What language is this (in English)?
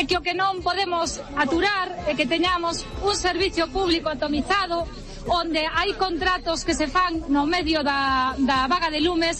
Galician